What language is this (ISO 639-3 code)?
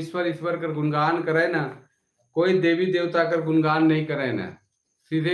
sck